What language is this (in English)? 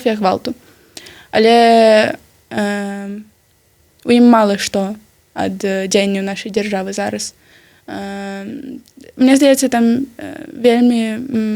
Belarusian